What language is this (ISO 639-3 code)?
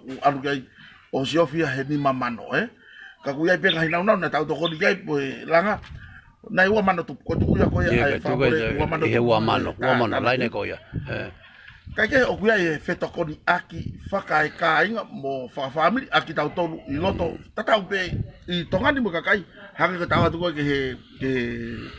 ton